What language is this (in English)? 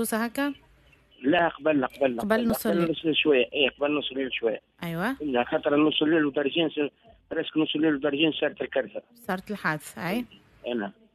Tunisian Arabic